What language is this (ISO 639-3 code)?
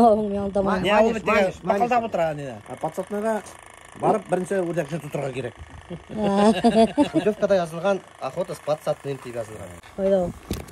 bak